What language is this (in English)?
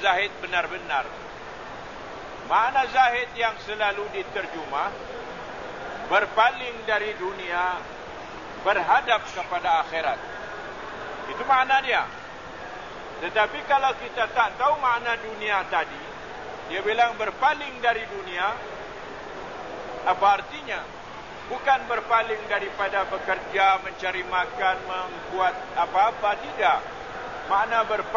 Malay